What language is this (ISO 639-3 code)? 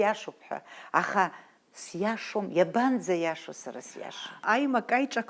abk